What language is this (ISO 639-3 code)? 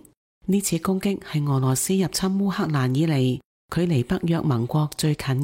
yue